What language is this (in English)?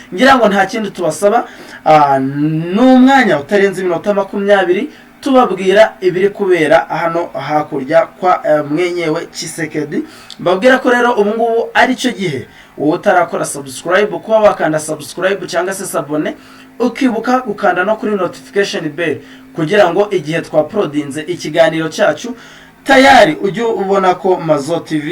Kinyarwanda